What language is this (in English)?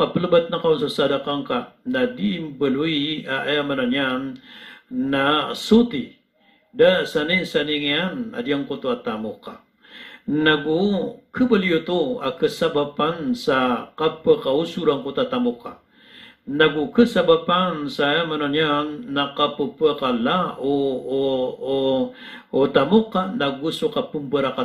Maranao